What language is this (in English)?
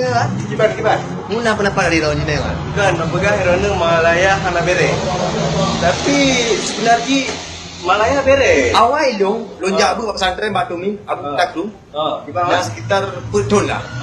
Achinese